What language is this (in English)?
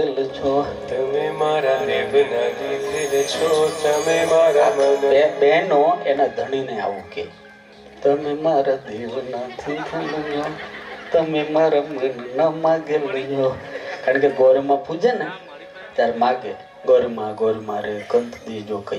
Gujarati